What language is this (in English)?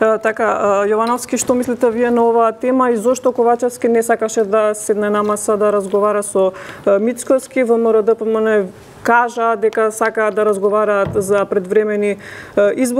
Macedonian